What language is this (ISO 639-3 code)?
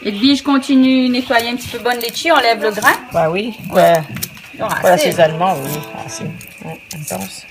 rcf